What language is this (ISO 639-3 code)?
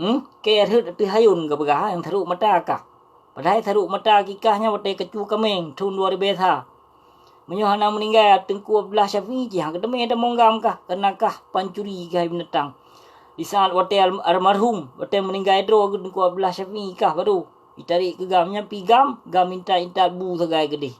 ace